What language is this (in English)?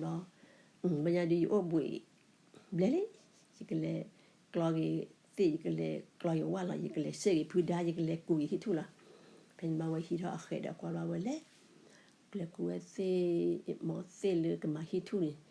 S'gaw Karen